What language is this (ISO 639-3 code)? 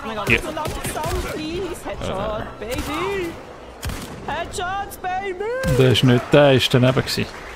gsw